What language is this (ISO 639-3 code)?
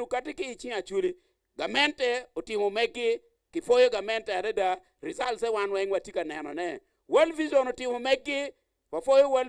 ach